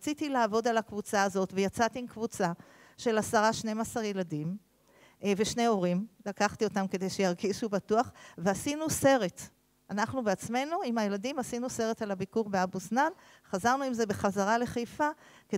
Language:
Hebrew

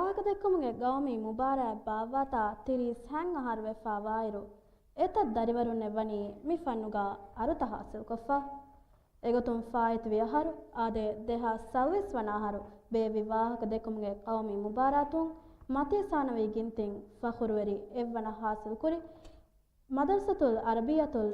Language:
Divehi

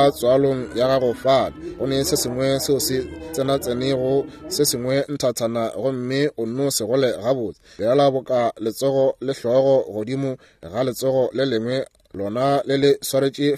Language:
Northern Sotho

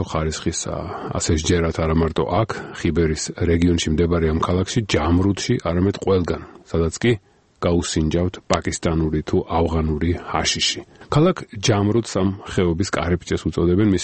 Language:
Georgian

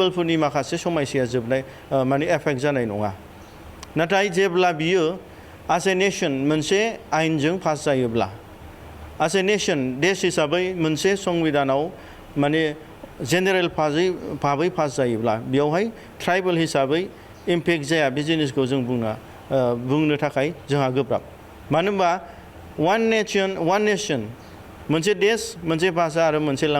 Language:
Bodo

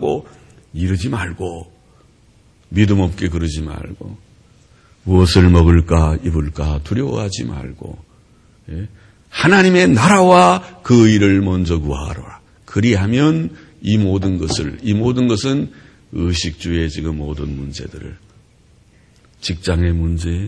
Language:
Korean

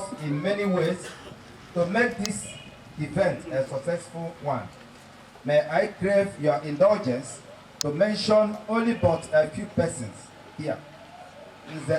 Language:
Igbo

